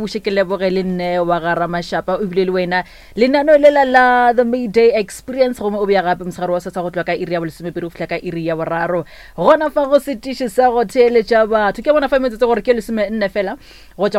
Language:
Northern Sotho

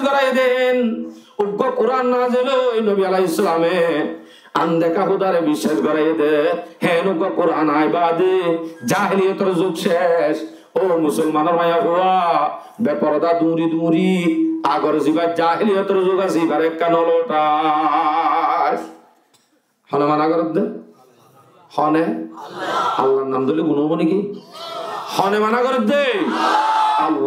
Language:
Rohingya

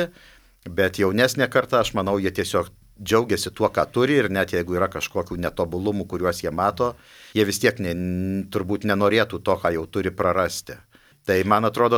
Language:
Lithuanian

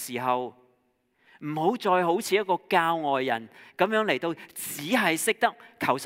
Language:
Cantonese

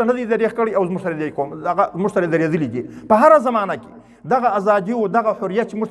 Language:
Pashto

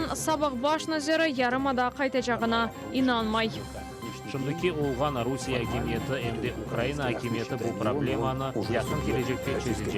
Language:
Crimean Tatar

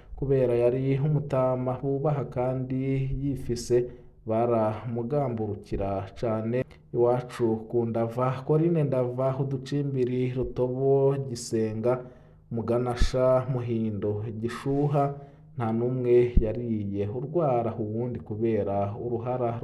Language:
Rundi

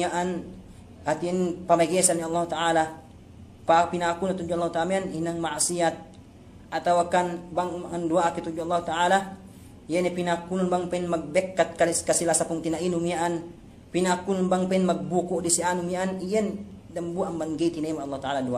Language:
Yakan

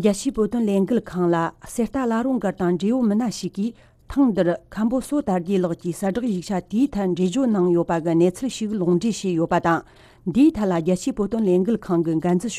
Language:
Tibetan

